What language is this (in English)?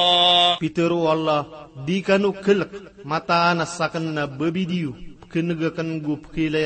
Maranao